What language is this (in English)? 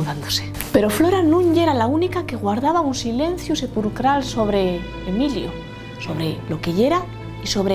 Asturian